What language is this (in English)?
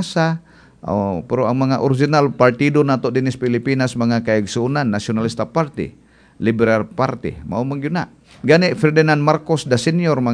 Cebuano